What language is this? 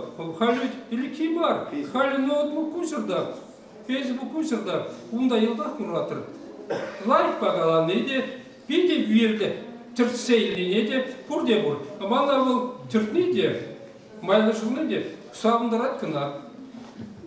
Chuvash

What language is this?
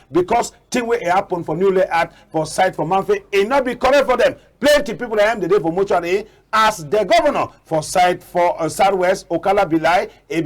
Cameroon Pidgin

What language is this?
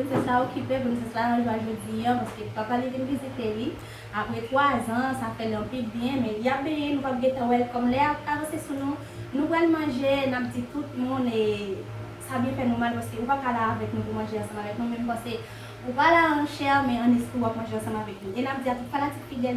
Haitian Creole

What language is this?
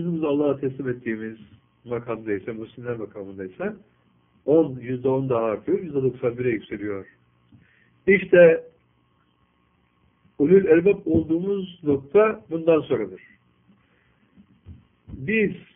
Turkish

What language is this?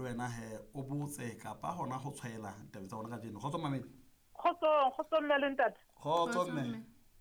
Southern Sotho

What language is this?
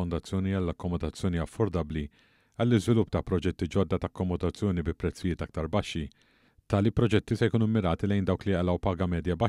Maltese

